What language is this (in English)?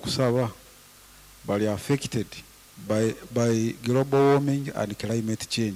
Nyoro